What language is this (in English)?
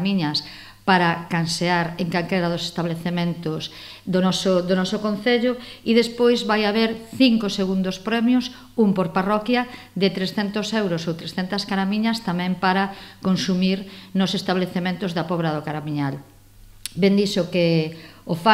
Galician